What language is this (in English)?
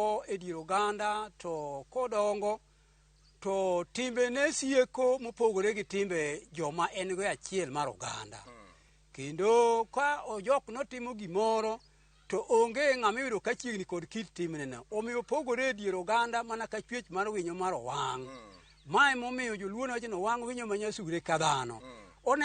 Luo (Kenya and Tanzania)